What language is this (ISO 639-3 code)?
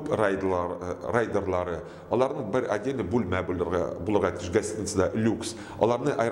tat